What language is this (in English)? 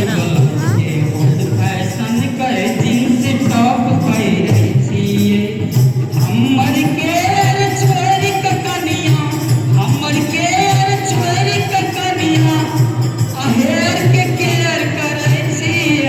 Maithili